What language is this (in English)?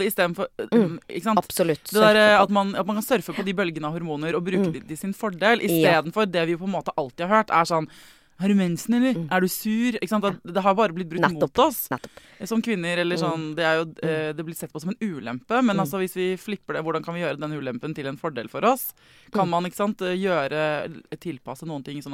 Norwegian